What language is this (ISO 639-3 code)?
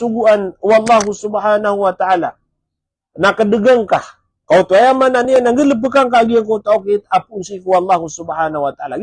mrw